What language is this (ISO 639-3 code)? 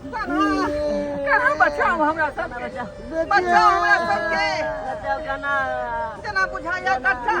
mai